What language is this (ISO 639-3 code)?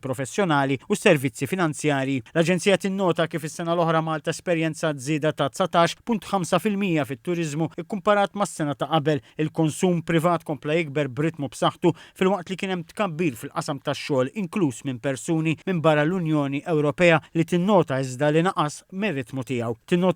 mlt